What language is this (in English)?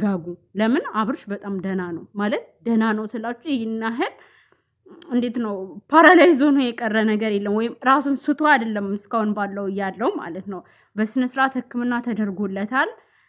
Amharic